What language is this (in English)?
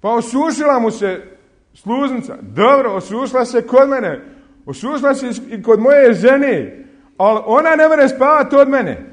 Bosnian